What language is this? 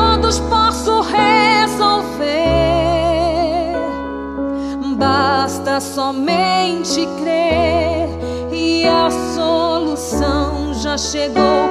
Portuguese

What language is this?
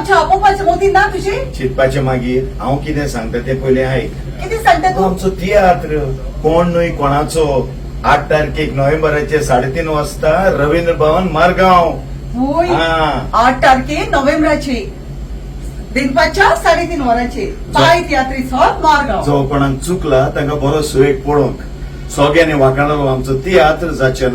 Konkani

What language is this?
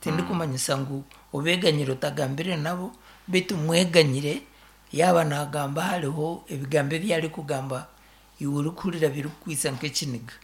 Nyankole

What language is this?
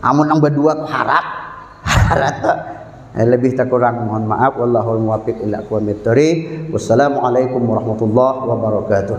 Banjar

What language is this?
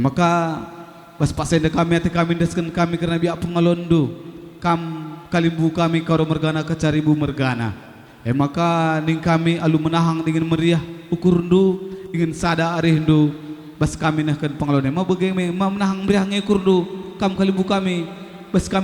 Batak Karo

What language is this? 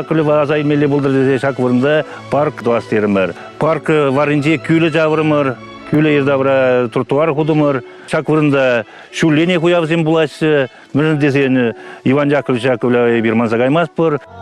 Chuvash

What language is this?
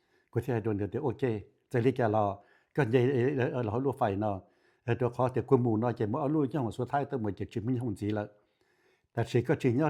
Hmong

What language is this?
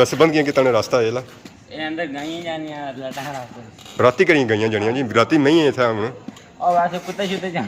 Pahari-Potwari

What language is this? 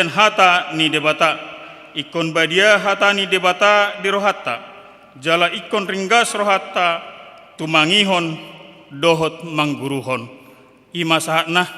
Batak Toba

